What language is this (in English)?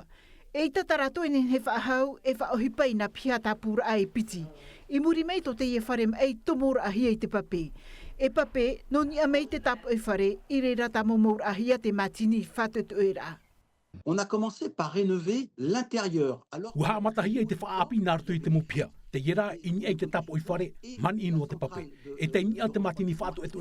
Tahitian